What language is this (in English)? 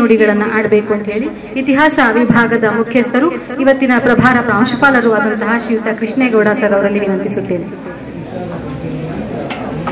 Kannada